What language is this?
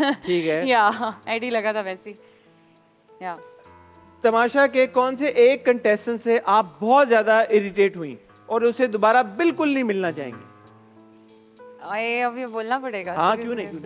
Hindi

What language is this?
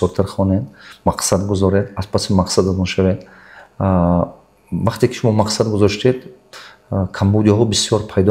Tajik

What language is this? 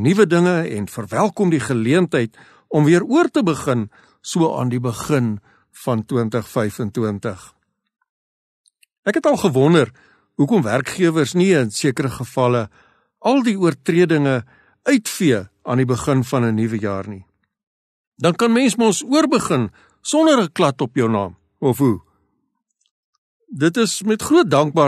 Afrikaans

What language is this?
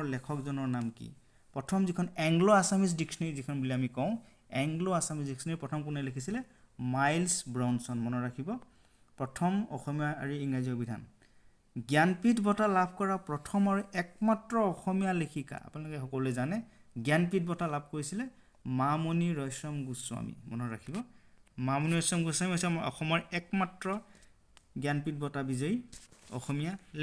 Assamese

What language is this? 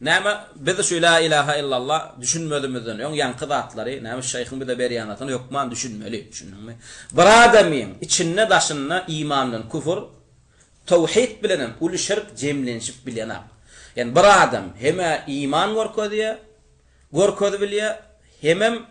Turkmen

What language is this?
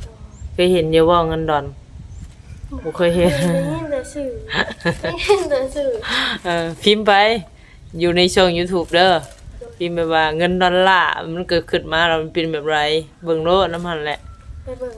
Northeastern Thai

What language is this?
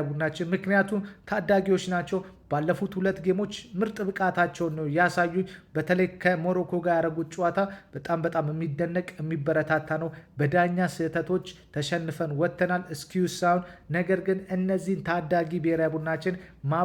Amharic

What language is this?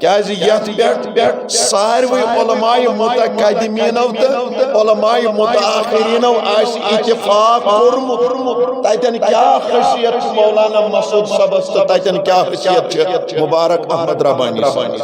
Kashmiri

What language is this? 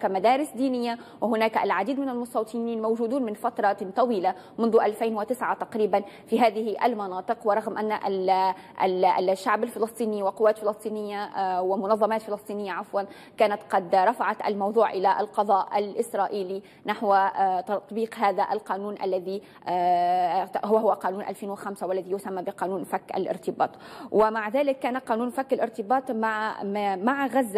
Arabic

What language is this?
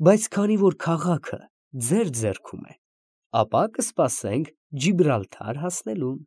Armenian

